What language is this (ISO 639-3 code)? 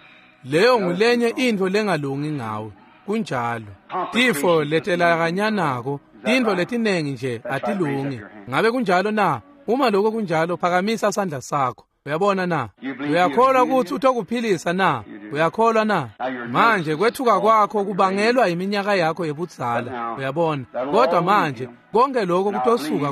ssw